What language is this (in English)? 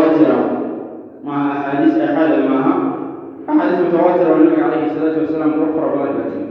Somali